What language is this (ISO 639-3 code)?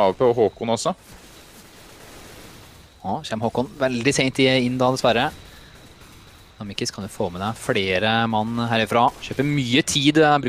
nor